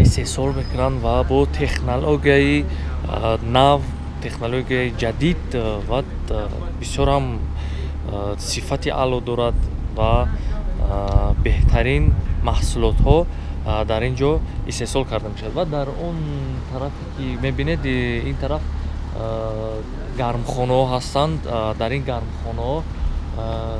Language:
Tajik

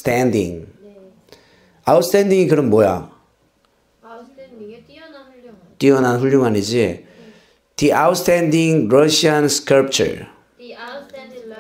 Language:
Korean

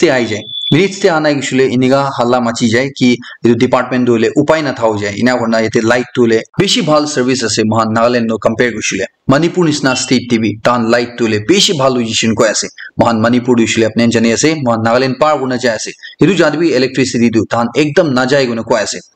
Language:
Naga Pidgin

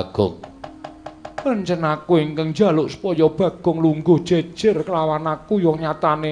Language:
Javanese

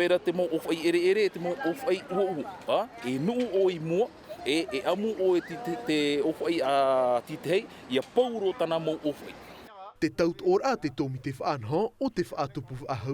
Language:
Tahitian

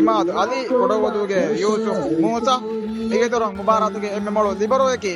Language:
Divehi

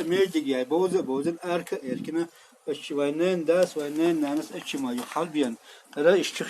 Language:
Chechen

